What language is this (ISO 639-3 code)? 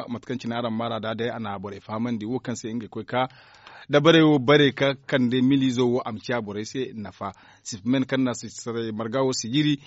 dje